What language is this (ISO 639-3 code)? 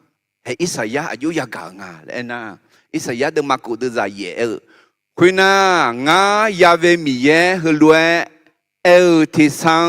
ahk